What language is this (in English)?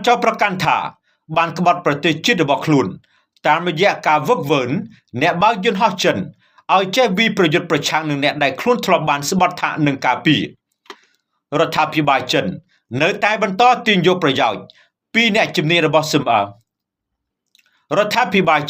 Khmer